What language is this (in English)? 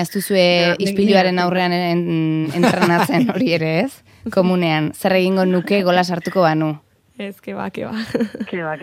Basque